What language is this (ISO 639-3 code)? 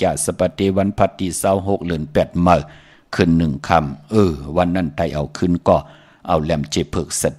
shn